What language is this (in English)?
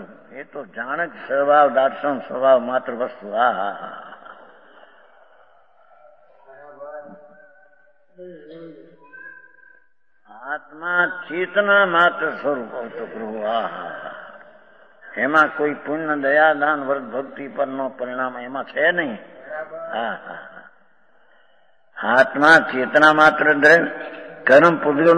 Gujarati